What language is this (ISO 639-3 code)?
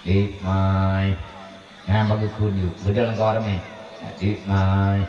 ace